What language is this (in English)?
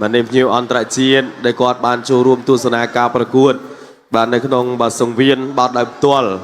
Khmer